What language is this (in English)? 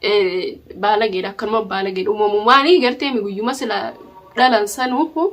Oromo